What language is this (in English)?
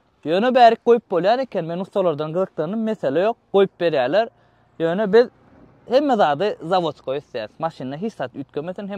Turkmen